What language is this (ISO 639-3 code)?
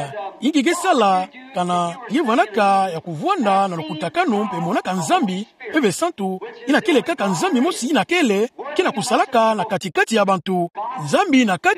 ktu